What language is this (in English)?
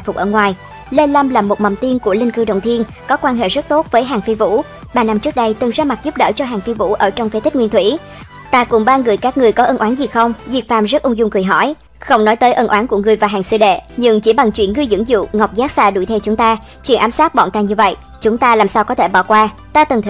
Vietnamese